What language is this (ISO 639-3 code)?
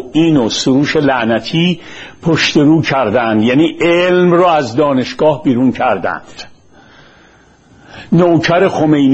fas